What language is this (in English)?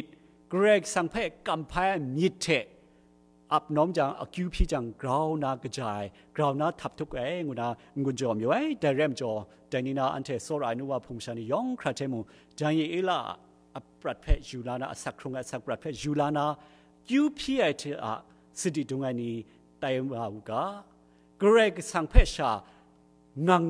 Kachin